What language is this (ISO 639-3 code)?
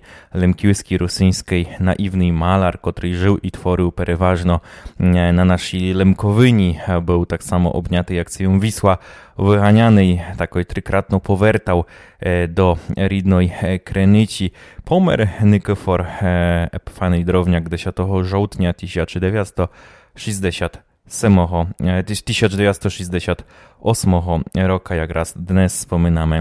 rue